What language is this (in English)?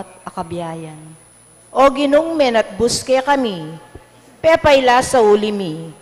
Pampanga